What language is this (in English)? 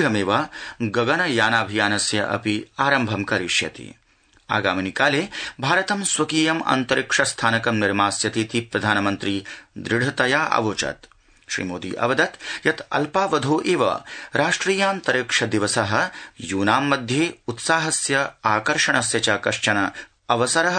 Sanskrit